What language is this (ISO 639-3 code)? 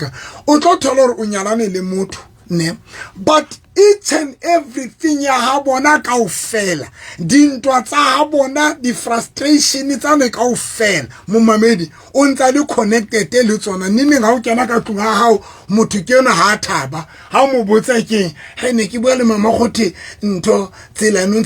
sot